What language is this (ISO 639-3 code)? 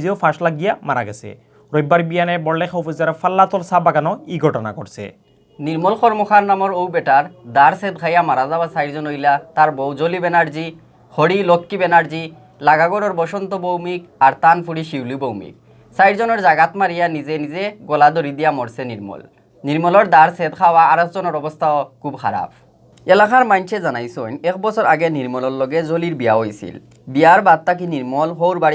syl